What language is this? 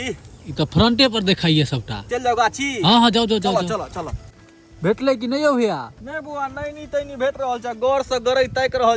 Maithili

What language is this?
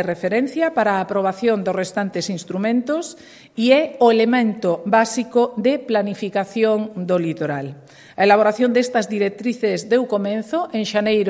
Galician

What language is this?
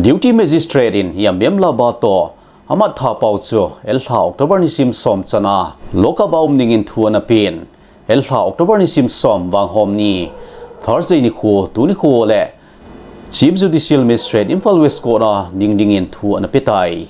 Thado Chin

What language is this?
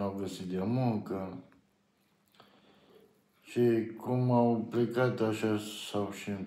Romanian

